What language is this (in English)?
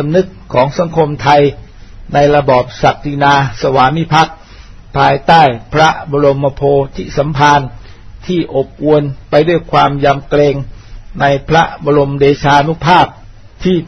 Thai